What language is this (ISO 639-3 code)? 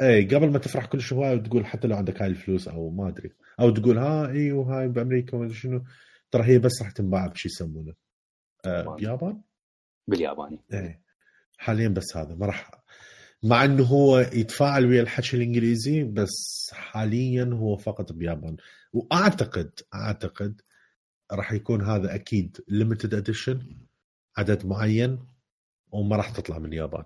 acm